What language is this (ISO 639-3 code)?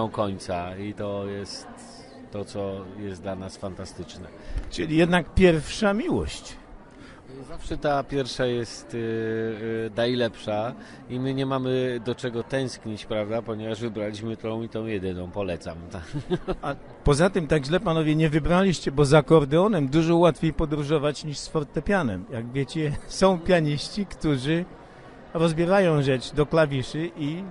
pol